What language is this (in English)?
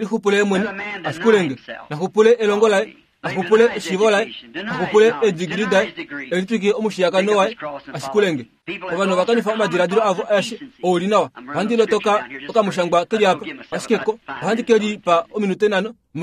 Kuanyama